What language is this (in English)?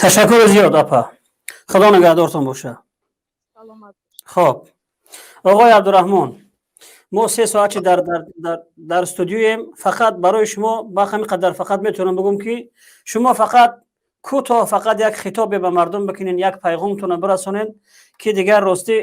Tajik